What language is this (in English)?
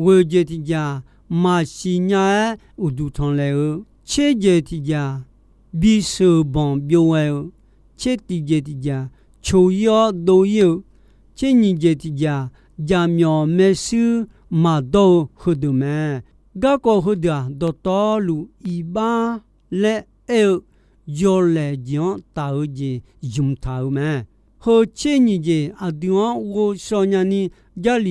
Akha